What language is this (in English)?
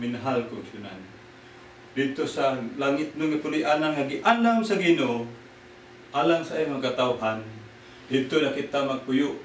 Cebuano